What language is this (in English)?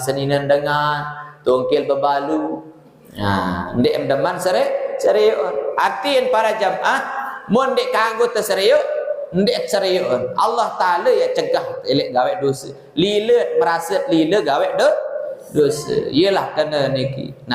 Sasak